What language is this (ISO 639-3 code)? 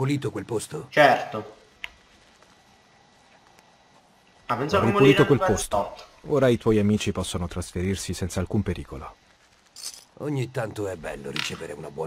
ita